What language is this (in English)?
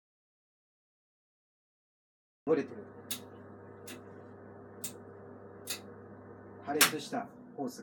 Japanese